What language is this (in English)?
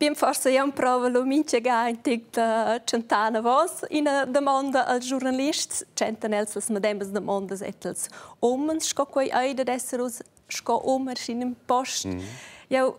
Romansh